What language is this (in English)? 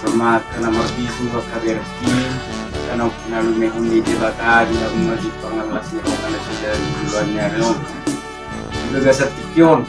Batak Toba